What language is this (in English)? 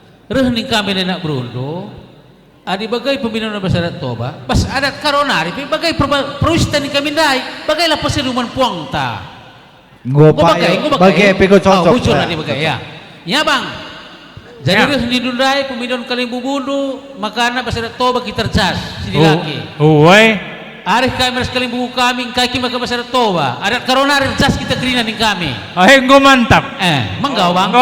Batak Karo